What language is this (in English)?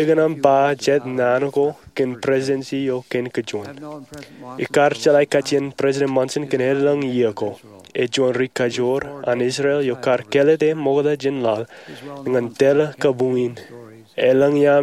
Marshallese